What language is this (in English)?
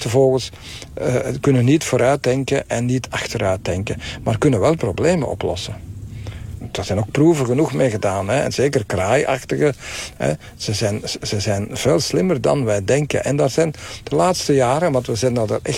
Dutch